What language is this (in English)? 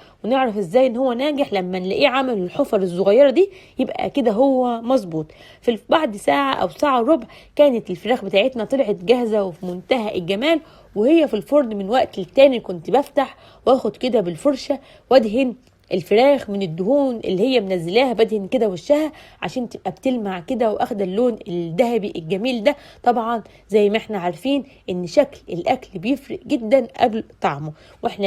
Egyptian Arabic